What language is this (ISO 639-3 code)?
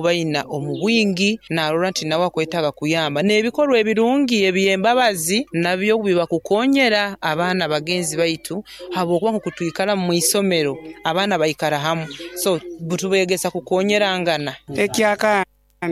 nyo